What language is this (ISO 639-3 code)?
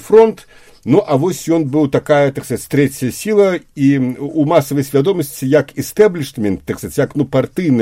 bel